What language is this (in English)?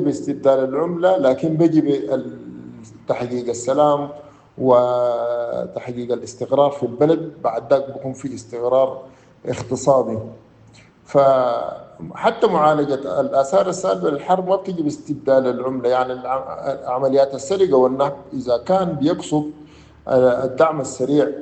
Sudanese Arabic